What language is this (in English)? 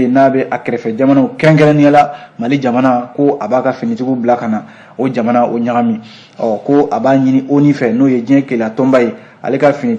Bambara